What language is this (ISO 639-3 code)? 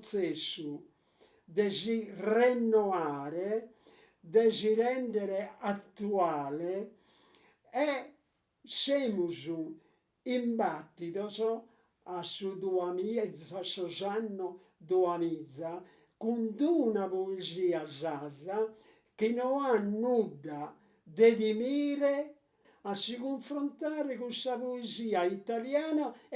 srd